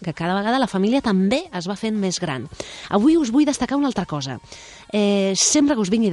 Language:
Catalan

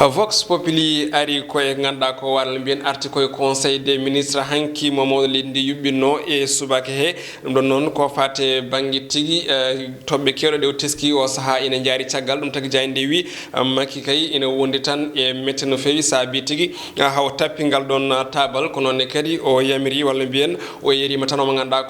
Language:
Fula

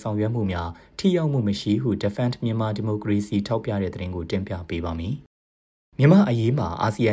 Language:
Burmese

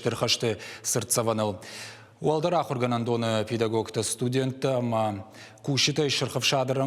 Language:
Ossetic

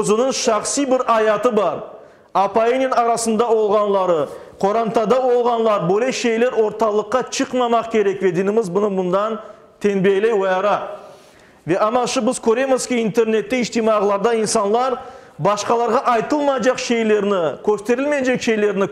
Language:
Crimean Tatar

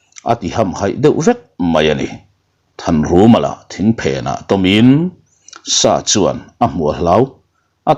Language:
Mizo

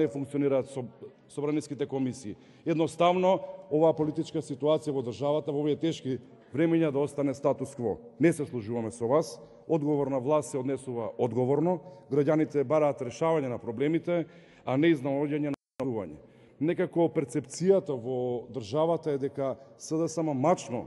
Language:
Macedonian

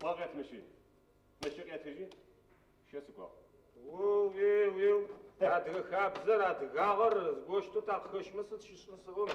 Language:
Adyghe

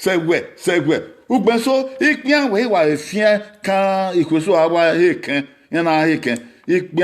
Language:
Bini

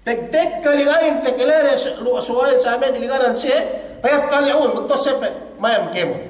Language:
Yakan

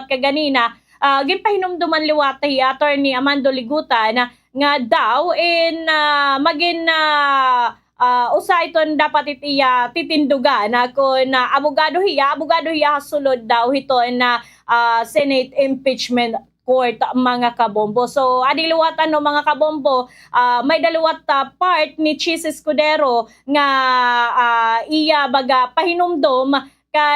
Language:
Waray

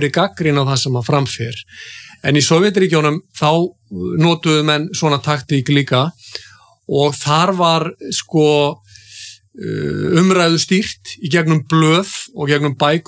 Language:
Icelandic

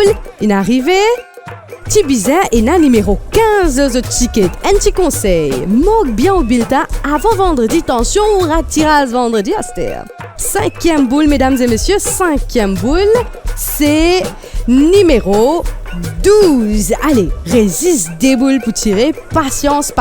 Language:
Morisyen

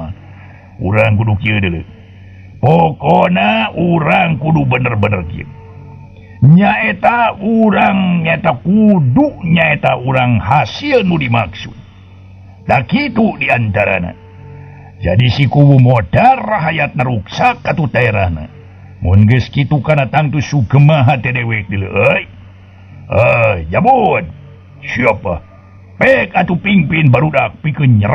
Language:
Sundanese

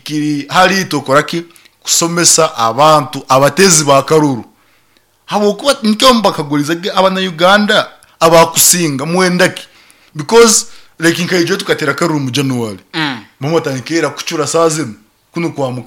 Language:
Nyankole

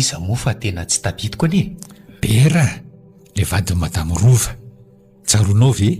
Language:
Malagasy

